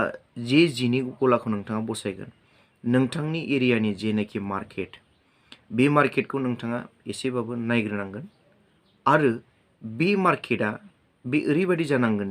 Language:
Bodo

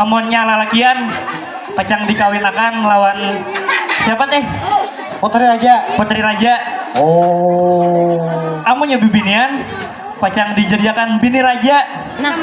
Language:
Banjar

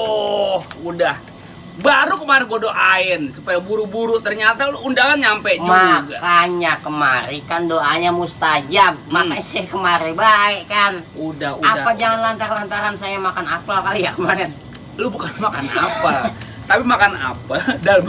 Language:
Betawi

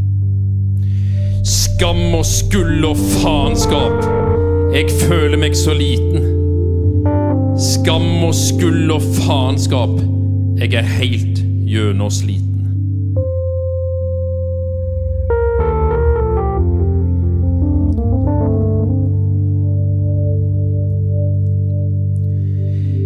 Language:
Norwegian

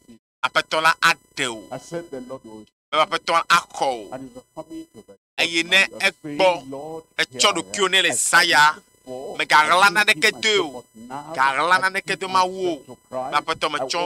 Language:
Ewe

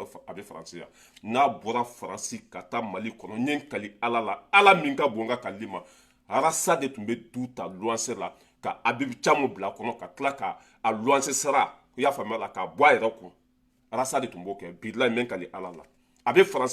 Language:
Bambara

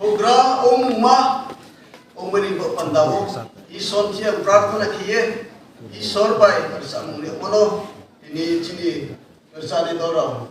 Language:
Riang (India)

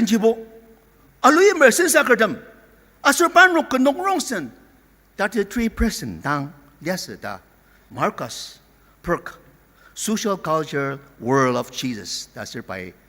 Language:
Ao Naga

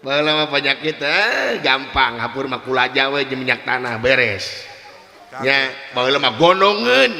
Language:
Sundanese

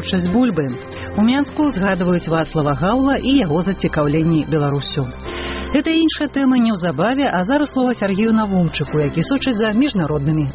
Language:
Belarusian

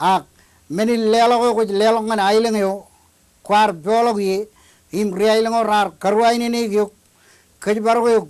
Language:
Marshallese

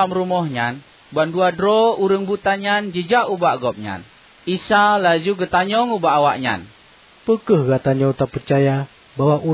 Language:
Achinese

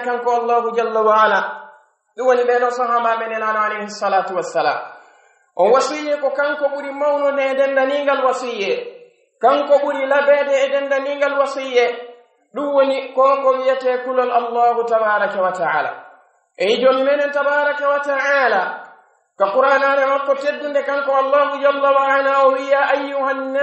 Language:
Pular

